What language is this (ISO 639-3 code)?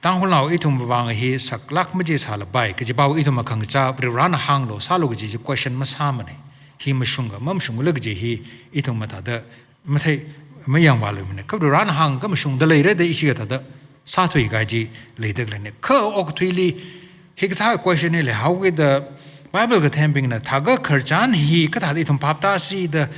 nmf